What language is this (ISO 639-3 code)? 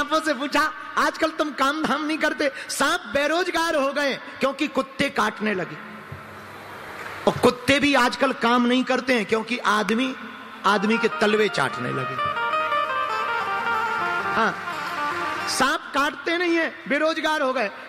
hin